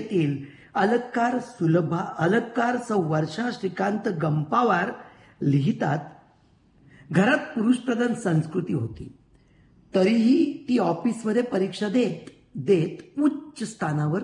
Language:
Marathi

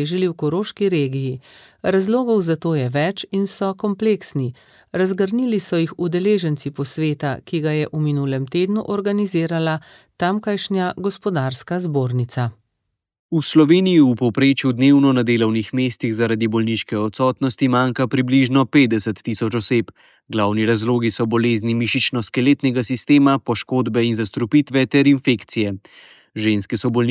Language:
Slovenian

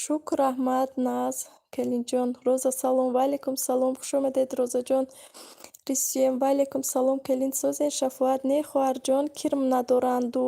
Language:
Tajik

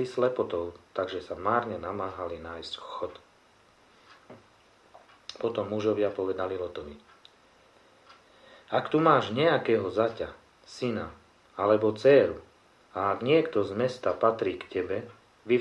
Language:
Slovak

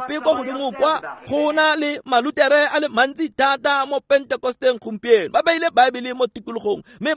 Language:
Tswana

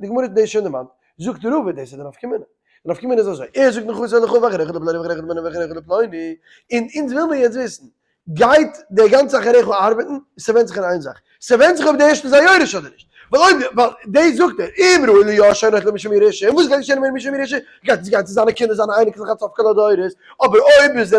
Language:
Yiddish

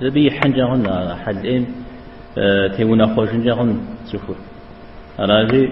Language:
Kabardian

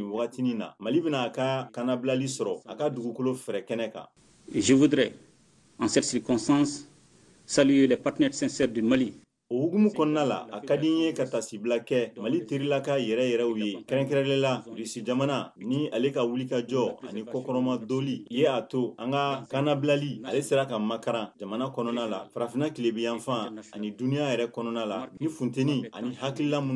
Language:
Bambara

